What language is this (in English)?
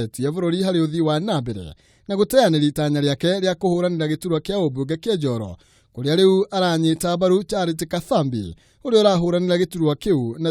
Kikuyu